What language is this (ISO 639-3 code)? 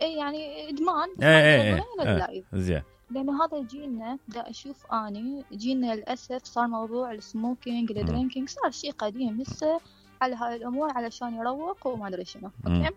acm